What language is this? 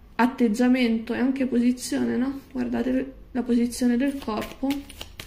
Italian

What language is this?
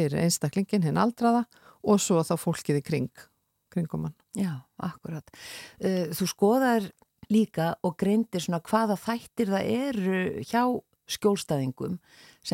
Icelandic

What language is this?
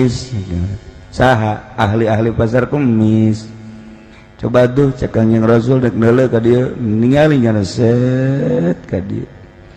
Sundanese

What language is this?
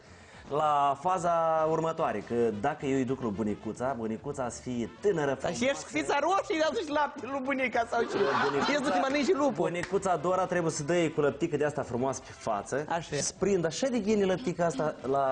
Romanian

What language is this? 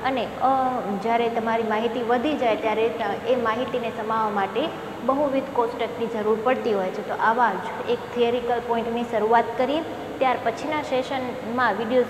Gujarati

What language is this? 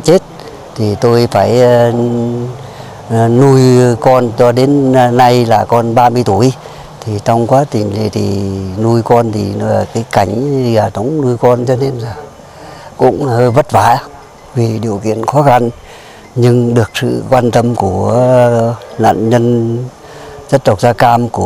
Vietnamese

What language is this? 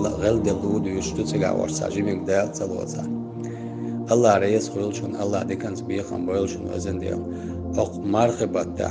Chechen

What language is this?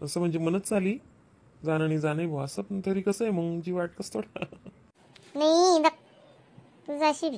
Khandesi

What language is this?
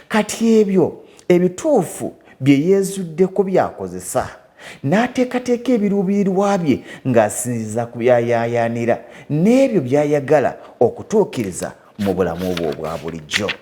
Ganda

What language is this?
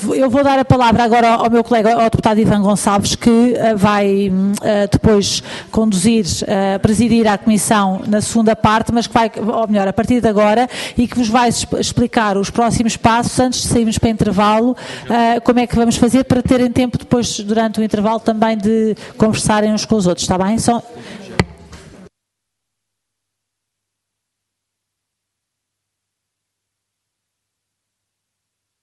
Portuguese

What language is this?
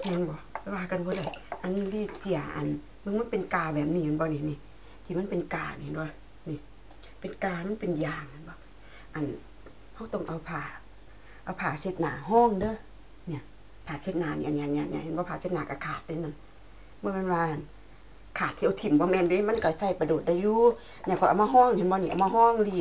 Northeastern Thai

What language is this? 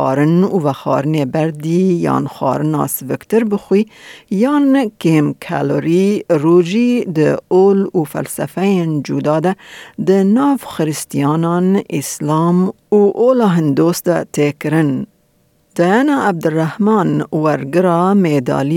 Kurdish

